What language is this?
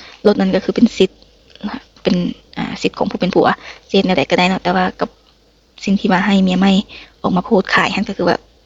Lao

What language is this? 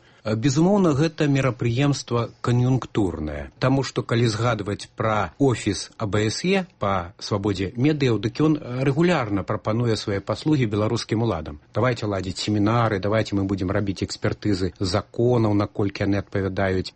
Belarusian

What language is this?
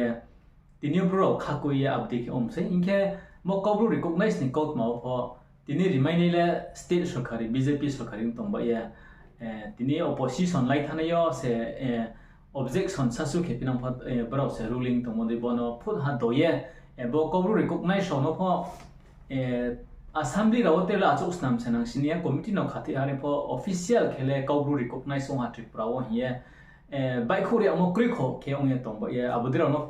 Riang (India)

